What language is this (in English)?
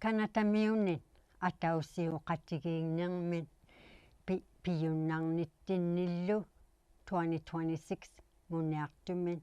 Inuktitut